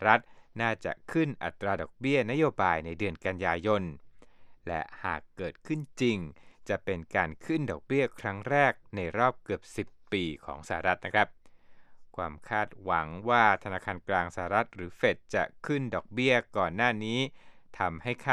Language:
Thai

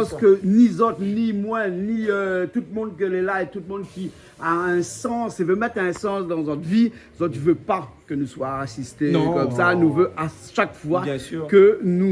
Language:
Réunion Creole French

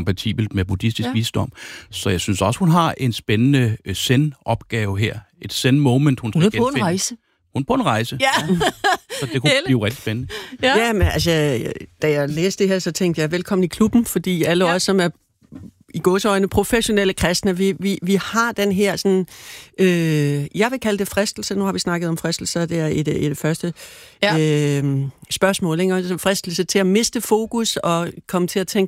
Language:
Danish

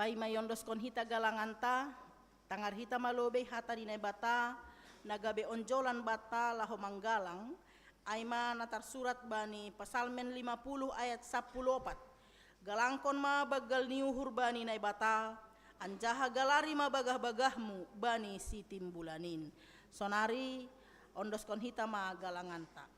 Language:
Batak Simalungun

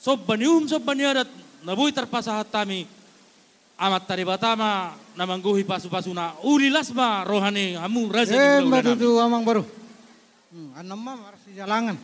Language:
Batak Toba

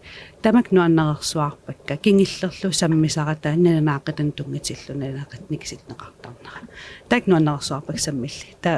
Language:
Kalaallisut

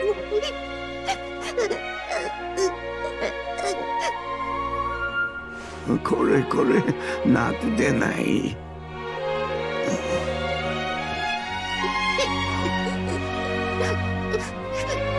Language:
Japanese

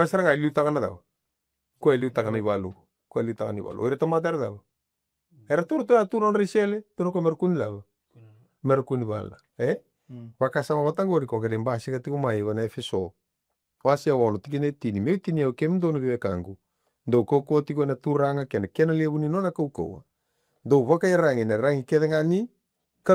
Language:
Fijian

